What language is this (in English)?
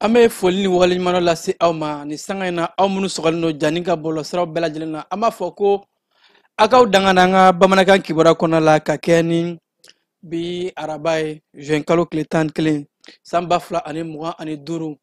Bambara